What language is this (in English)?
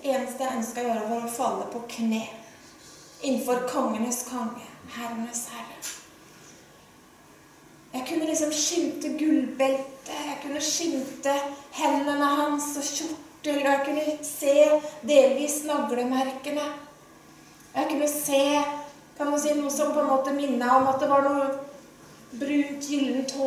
Norwegian